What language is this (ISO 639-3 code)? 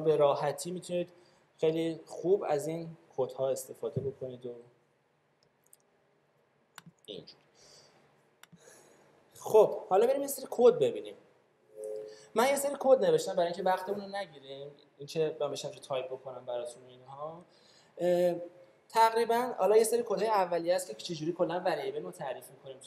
fas